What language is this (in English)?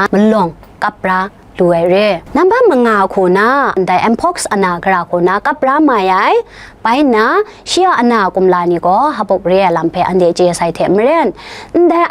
Kachin